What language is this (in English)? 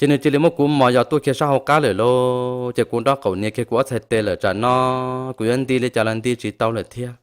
Hmong